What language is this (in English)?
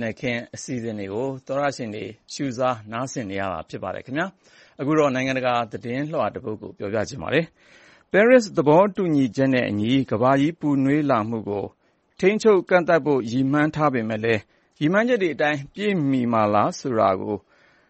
Burmese